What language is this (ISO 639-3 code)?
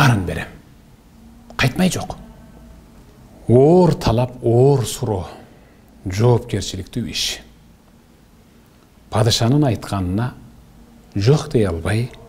kir